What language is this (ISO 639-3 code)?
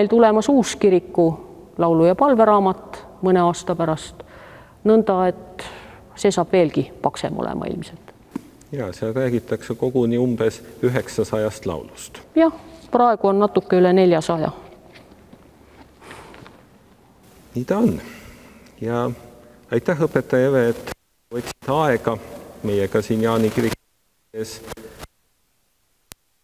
est